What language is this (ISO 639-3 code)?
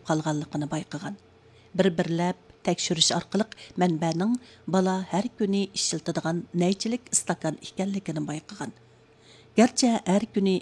uig